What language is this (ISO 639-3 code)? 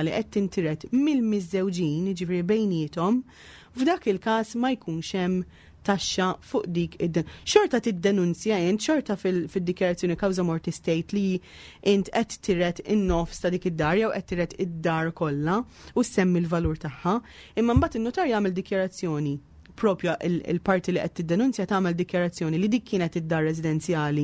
mlt